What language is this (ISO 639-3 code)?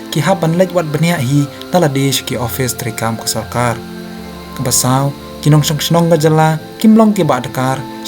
kha